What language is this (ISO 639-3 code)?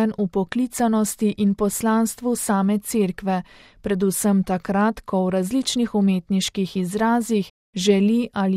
slv